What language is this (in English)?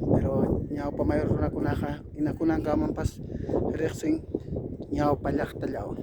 Ayacucho Quechua